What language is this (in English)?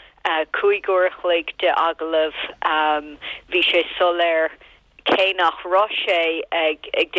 Irish